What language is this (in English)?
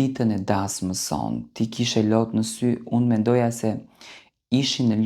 Albanian